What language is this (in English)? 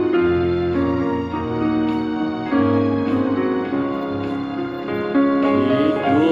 Afrikaans